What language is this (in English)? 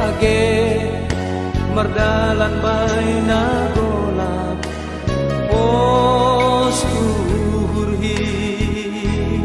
Batak Simalungun